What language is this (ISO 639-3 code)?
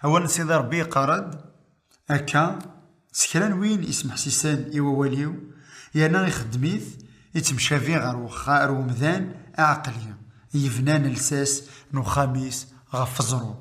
kab